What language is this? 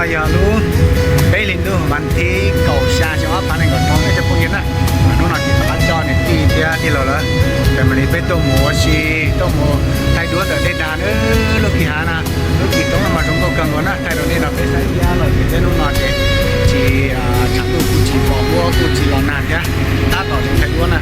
Hmong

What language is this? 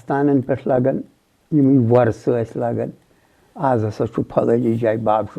Kashmiri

